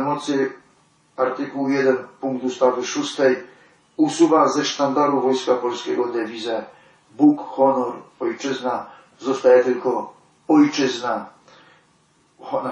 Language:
Polish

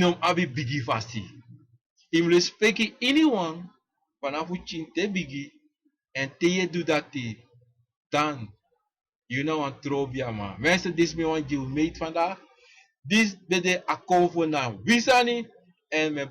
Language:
Sranan Tongo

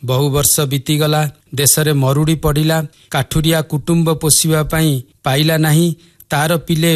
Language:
Odia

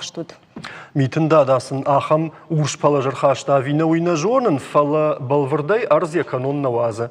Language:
Ossetic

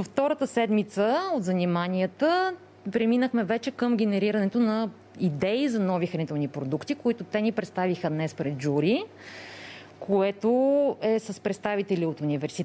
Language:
Bulgarian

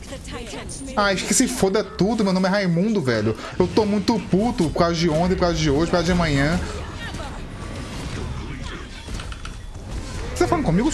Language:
Portuguese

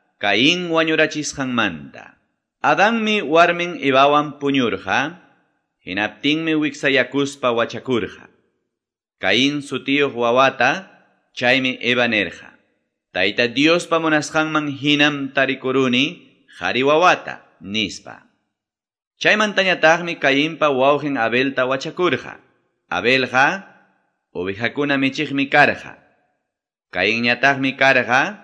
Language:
Quechua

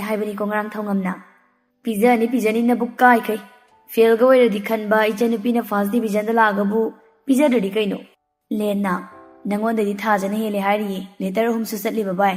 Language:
Manipuri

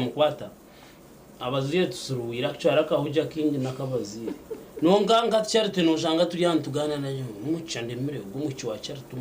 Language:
Nyankole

